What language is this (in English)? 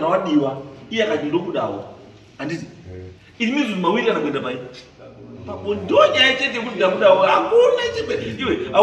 Shona